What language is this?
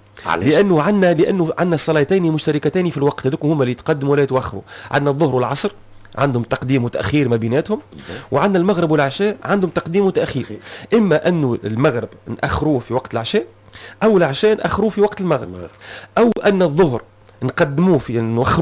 Tunisian Arabic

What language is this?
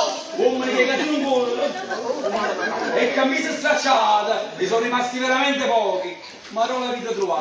Neapolitan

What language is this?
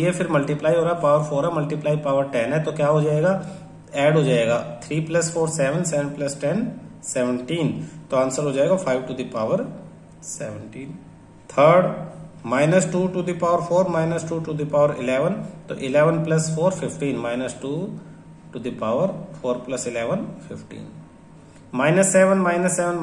Hindi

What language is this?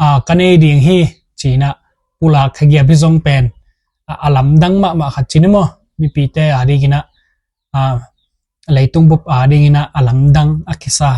Tedim Chin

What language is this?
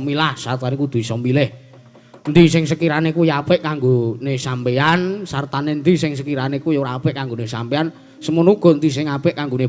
Javanese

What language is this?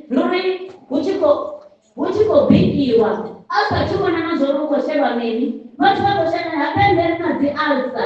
Venda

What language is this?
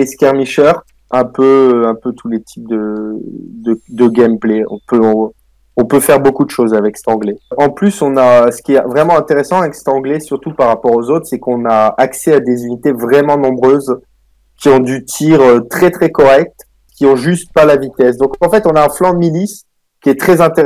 French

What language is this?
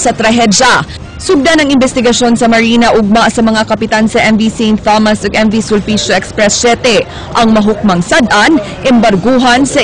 Cebuano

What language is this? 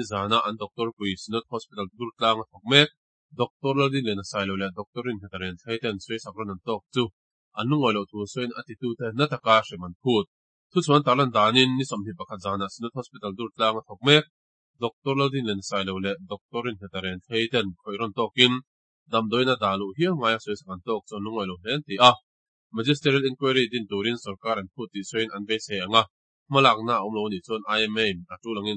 Mizo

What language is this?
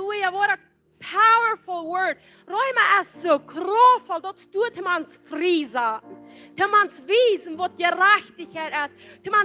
Plautdietsch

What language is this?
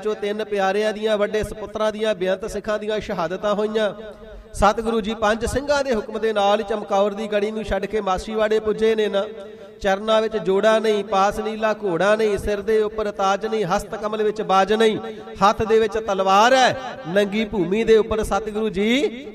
Punjabi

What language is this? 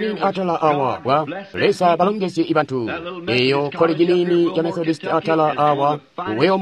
Tonga (Zambia)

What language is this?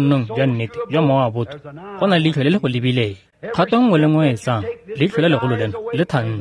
Tswana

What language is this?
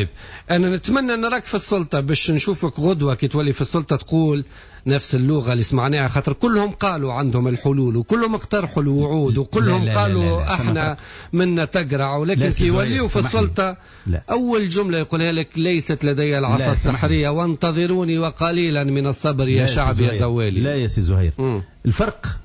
Tunisian Arabic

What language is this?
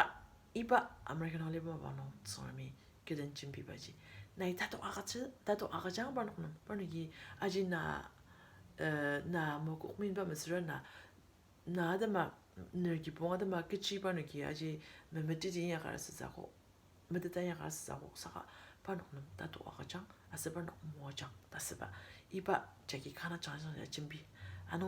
Ao Naga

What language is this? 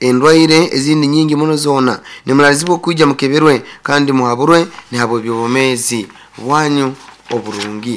Nyankole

